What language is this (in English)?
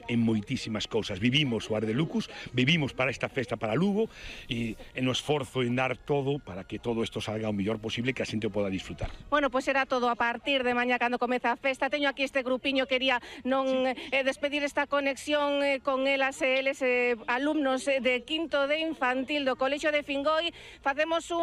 Galician